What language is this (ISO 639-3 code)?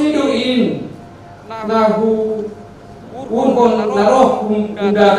bts